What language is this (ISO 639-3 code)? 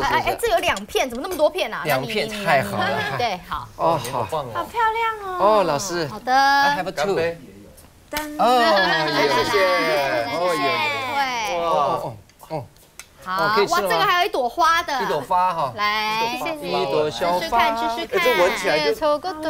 zho